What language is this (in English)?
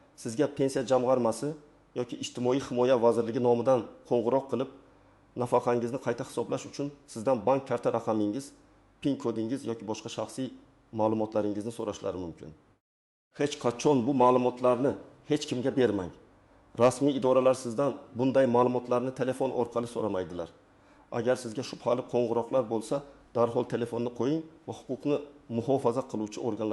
Uzbek